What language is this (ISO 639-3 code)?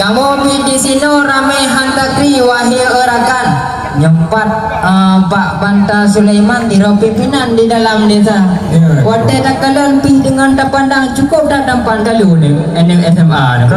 ace